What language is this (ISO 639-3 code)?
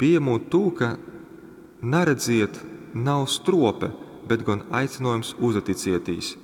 ltg